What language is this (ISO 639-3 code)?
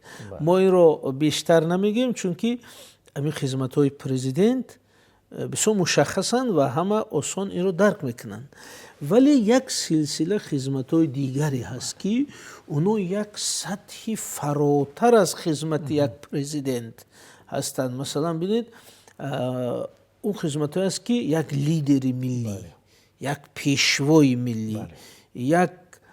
tgk